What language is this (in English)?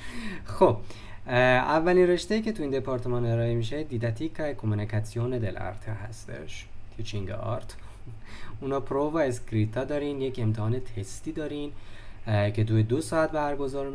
Persian